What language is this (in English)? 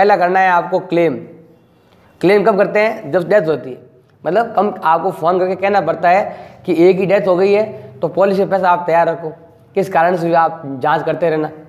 Hindi